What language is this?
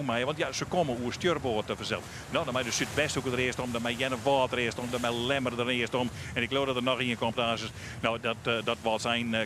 Western Frisian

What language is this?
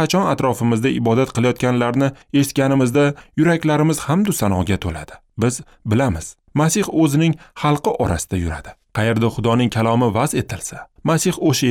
Uzbek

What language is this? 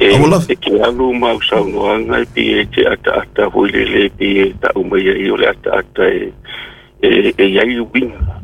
Samoan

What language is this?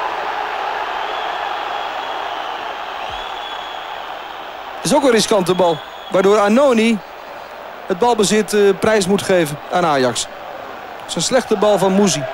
Dutch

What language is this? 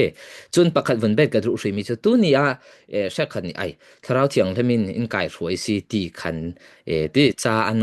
Falam Chin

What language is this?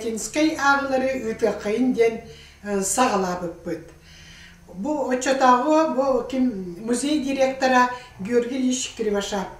Yakut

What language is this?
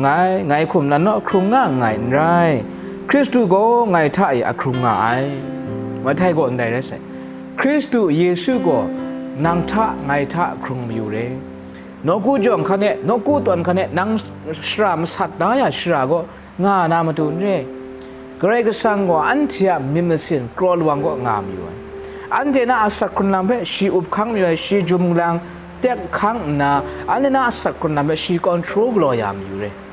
Kachin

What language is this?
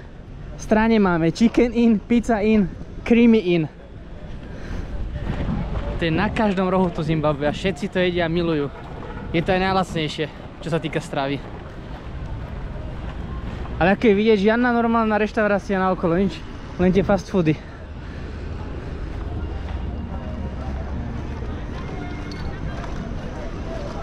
Slovak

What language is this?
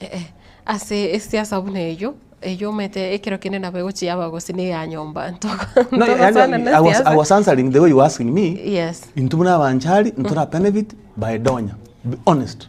Gusii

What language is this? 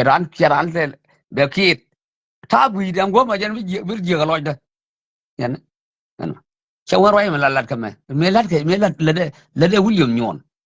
Nuer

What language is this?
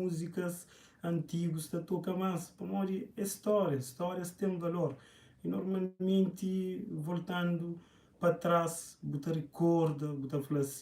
Kabuverdianu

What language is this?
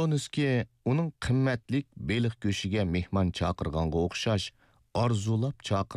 Uyghur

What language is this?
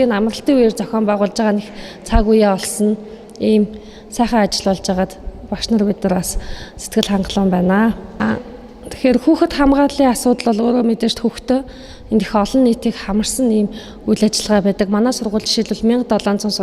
Mongolian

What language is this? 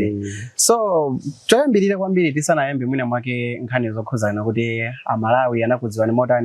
Nyanja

